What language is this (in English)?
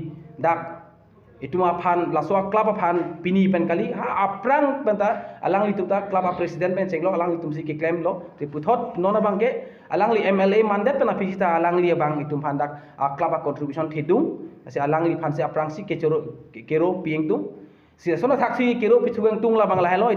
Karbi